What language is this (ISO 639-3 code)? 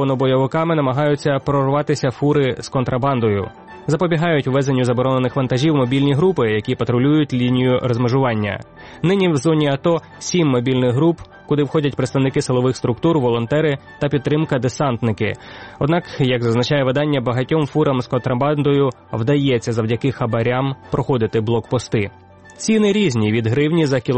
ukr